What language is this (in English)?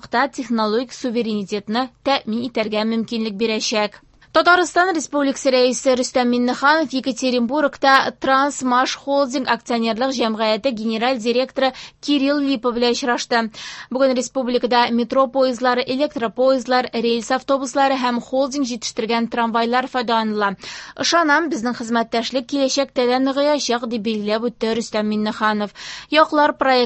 Tatar